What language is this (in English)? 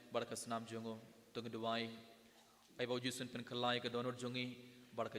Khasi